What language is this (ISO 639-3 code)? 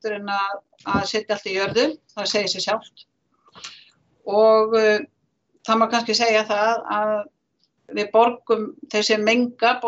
isl